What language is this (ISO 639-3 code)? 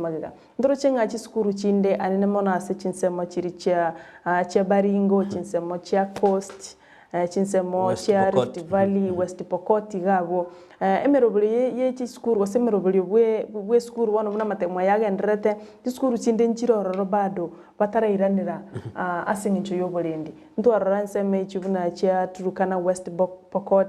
guz